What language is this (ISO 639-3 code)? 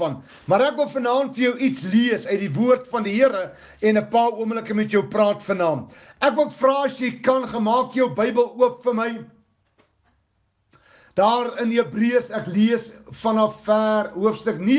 afr